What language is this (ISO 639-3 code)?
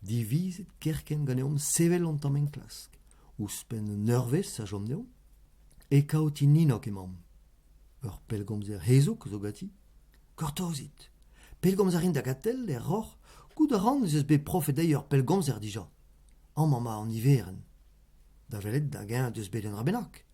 bre